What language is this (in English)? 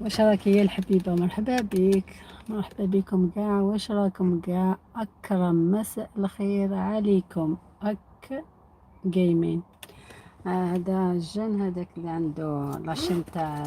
Algerian Arabic